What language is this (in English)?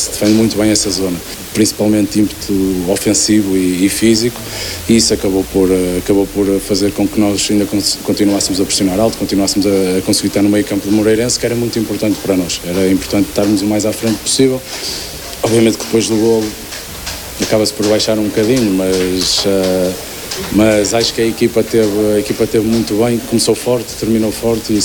Portuguese